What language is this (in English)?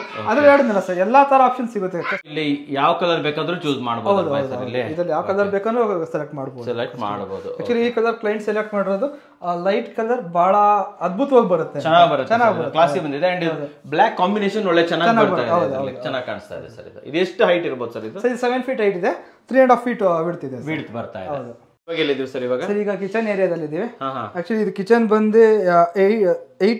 Kannada